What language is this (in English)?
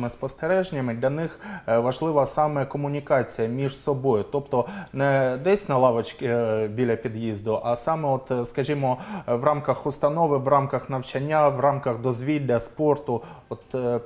Ukrainian